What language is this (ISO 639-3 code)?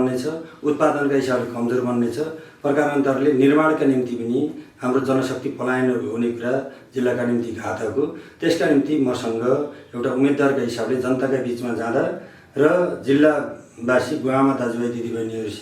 nep